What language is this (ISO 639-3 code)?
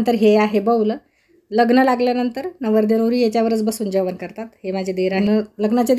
mar